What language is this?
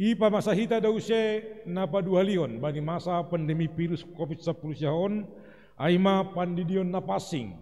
Batak Simalungun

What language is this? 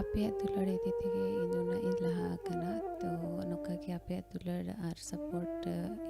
Santali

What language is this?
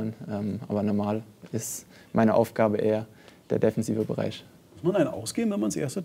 German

